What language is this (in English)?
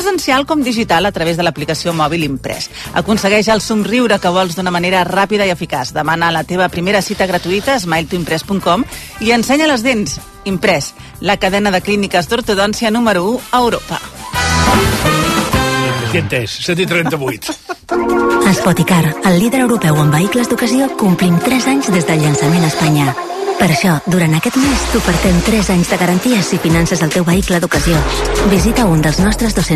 Catalan